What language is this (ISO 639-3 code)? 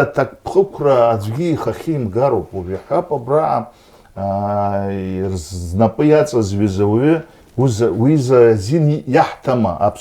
abk